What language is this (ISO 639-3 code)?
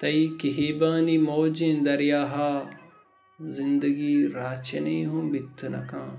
bal